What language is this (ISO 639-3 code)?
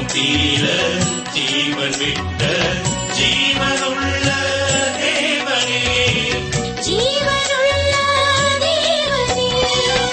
tam